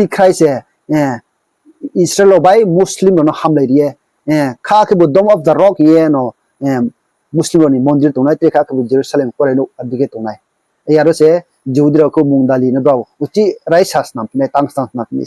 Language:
Riang (India)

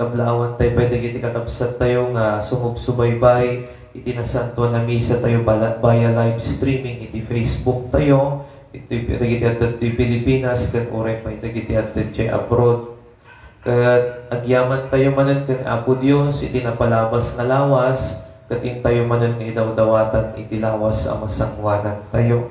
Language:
Iloko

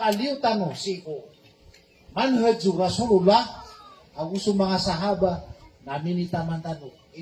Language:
Maranao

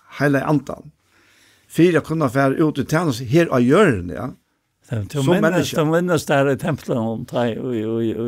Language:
Faroese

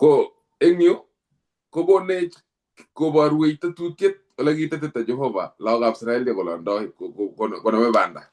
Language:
Kalenjin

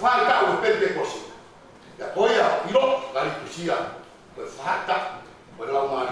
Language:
Tongan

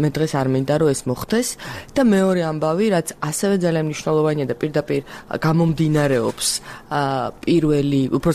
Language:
Georgian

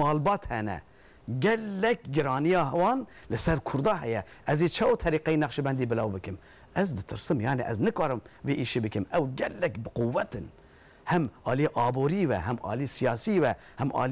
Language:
Kurdish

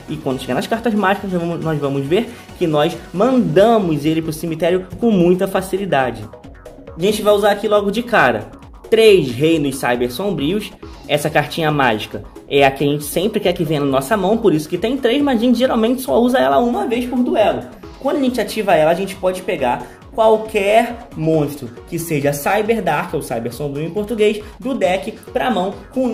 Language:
Portuguese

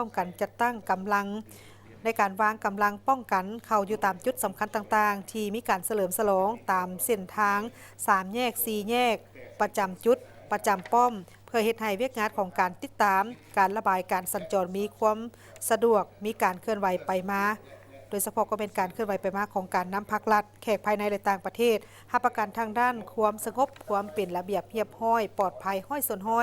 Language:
Lao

